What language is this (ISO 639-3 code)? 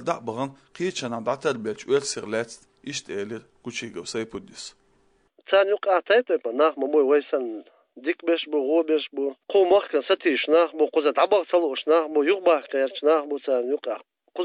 che